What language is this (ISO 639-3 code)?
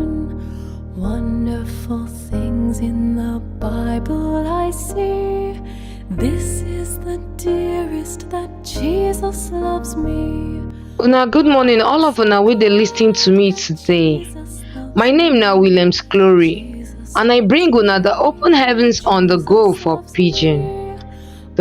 pcm